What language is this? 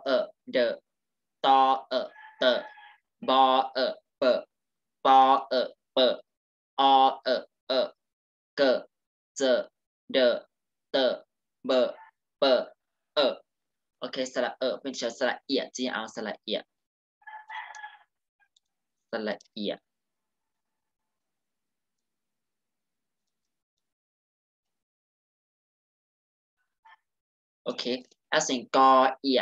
Thai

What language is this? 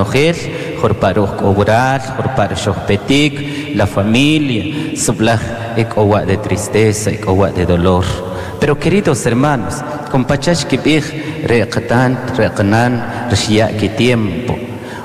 Kaqchikel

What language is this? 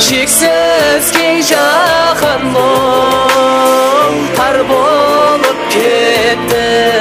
Kara-Kalpak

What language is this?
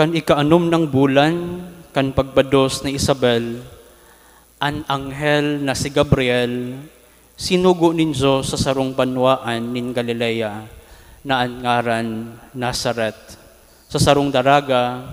Bikol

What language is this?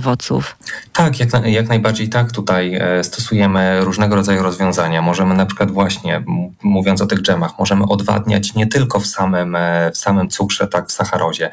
Polish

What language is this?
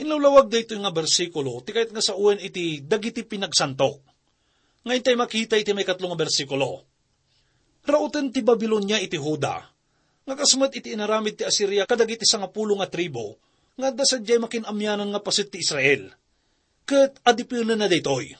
Iloko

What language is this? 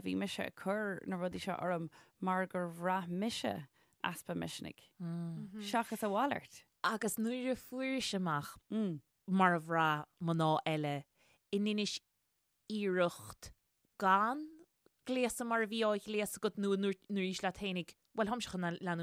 Irish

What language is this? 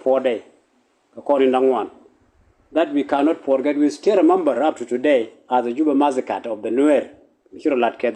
Nuer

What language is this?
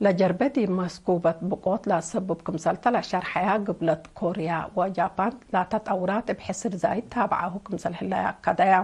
Tigre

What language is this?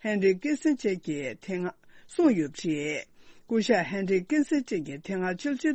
Tibetan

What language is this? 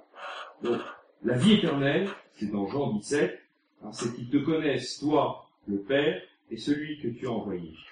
French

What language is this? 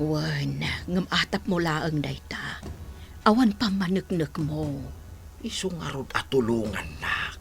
Iloko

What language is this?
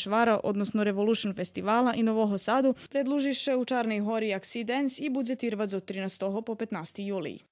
Rusyn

